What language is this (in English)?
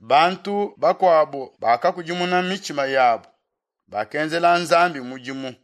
Luba-Lulua